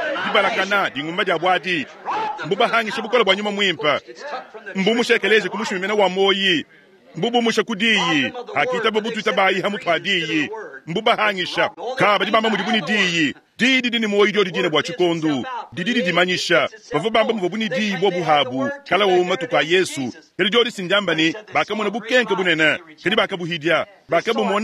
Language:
Luba-Lulua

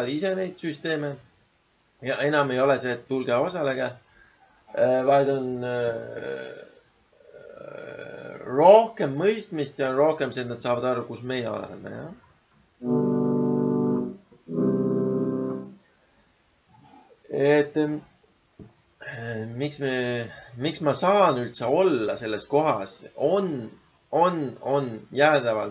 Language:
Estonian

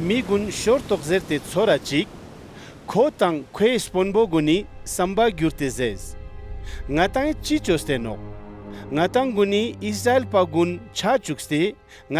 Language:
Ladakhi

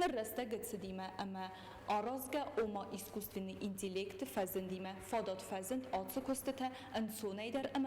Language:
Ossetic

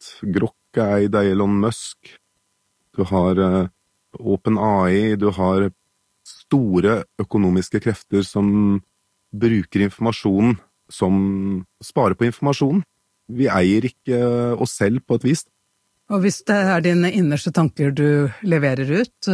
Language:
Norwegian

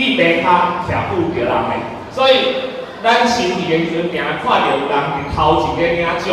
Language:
Min Nan Chinese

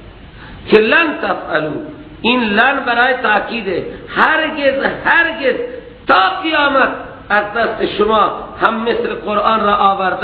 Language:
Persian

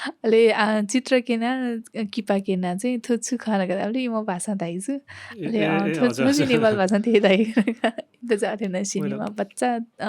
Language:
Newari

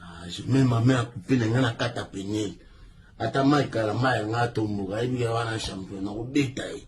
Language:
Lingala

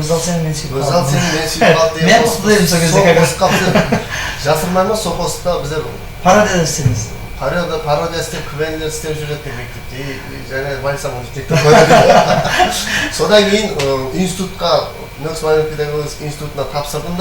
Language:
Kara-Kalpak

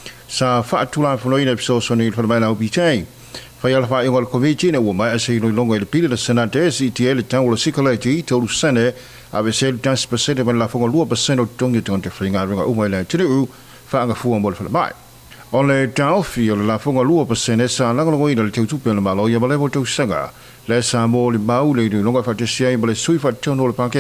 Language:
Samoan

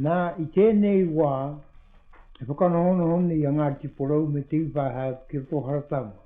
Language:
Māori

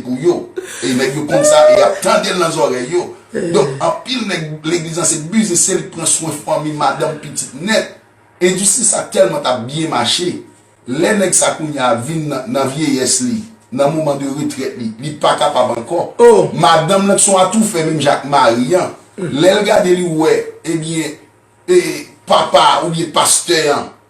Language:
Haitian Creole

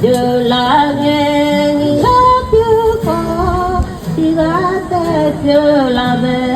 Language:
Akha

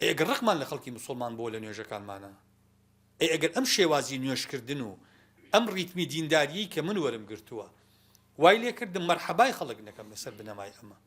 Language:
Central Kurdish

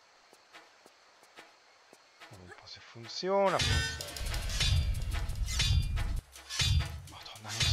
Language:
Italian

